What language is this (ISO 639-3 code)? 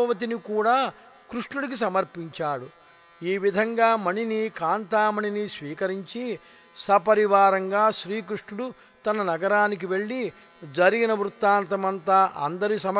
tel